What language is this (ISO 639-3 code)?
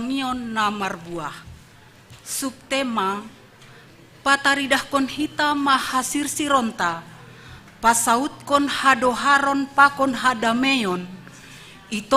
bts